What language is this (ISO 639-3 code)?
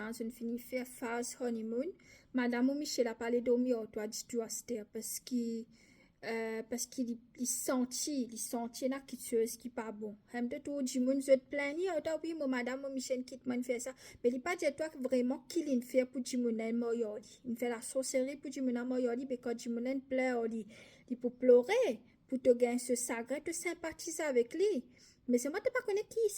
mfe